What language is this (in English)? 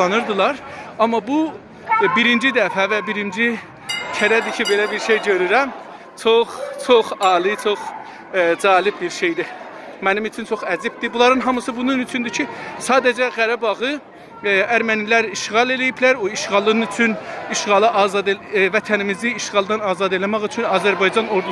South Azerbaijani